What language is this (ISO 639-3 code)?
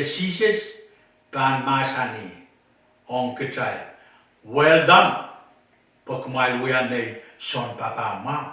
pon